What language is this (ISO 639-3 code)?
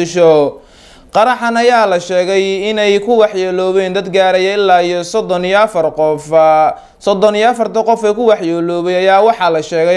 som